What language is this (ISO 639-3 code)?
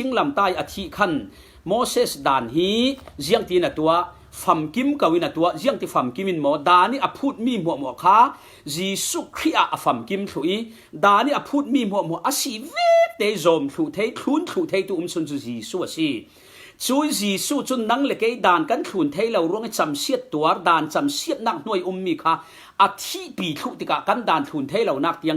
cfm